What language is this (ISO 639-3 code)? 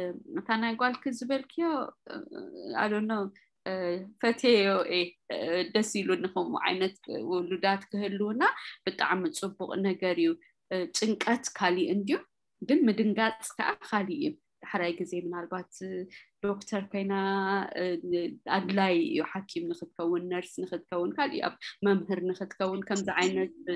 tir